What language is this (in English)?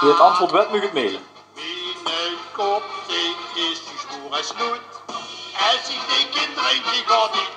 Limburgish